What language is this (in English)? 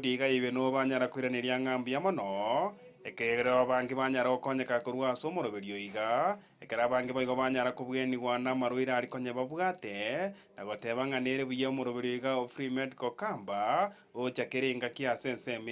Gusii